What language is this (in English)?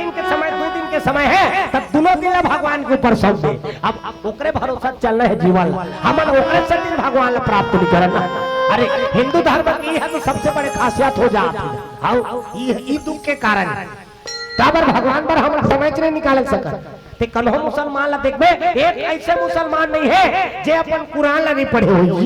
Chhattisgarhi